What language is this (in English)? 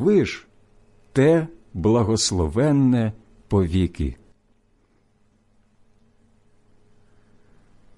Ukrainian